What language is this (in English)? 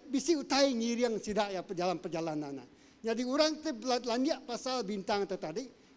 Iban